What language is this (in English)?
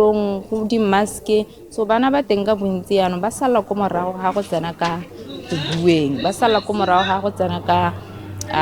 Tswana